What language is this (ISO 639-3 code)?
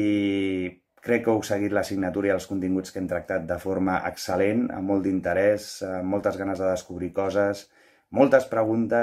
cat